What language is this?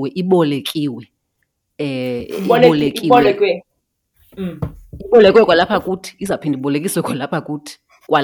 Xhosa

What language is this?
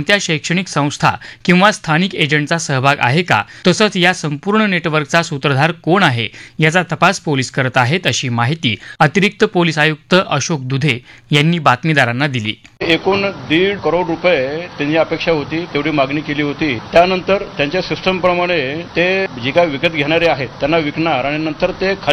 Marathi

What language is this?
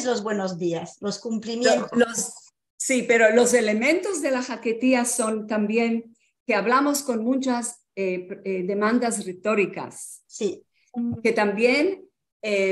Ladino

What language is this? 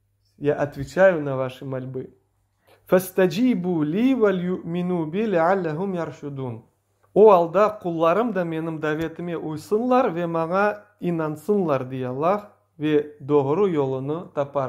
Crimean Tatar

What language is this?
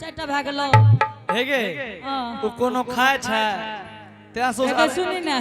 Angika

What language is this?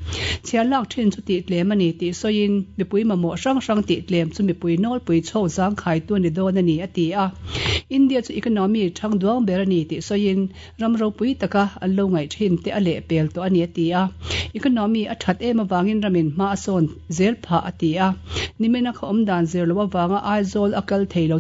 Mizo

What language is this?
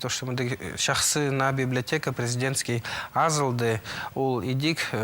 Khakas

